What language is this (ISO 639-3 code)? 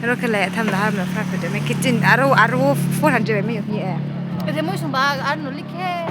ria